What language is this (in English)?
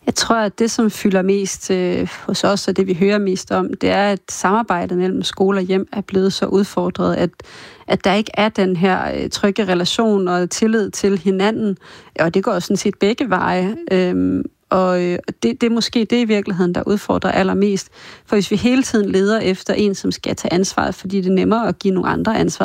Danish